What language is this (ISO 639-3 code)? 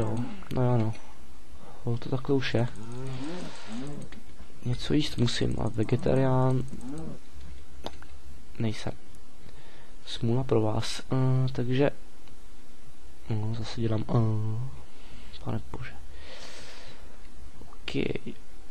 ces